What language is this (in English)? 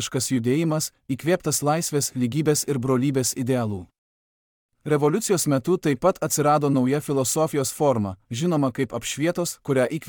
Lithuanian